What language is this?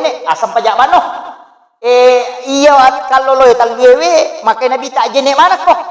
Buginese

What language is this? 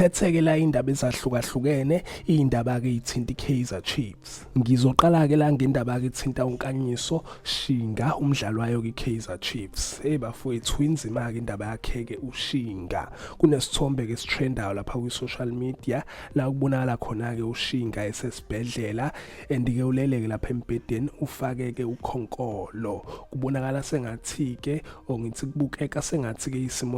Zulu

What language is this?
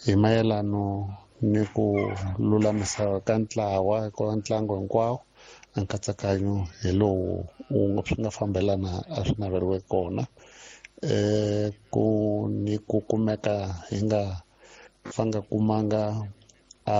Tsonga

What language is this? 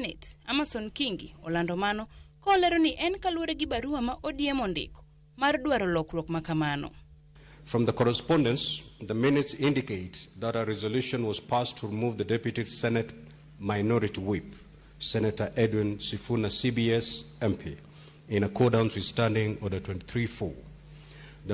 Luo (Kenya and Tanzania)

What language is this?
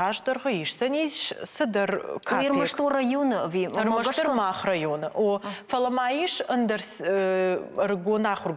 Ossetic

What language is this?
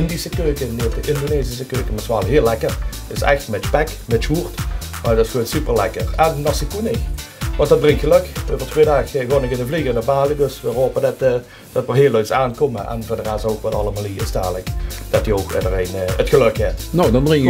Limburgish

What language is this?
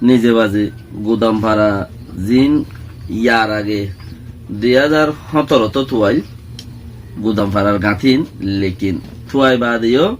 Rohingya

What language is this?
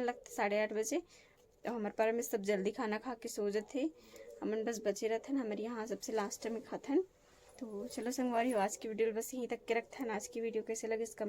Chhattisgarhi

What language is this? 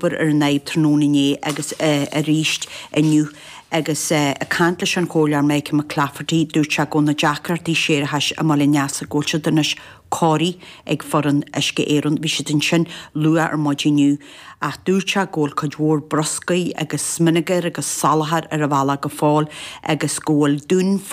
Irish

